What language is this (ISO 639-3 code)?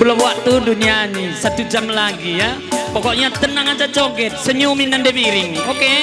btx